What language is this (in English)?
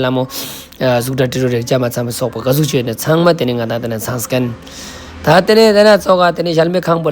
Ladakhi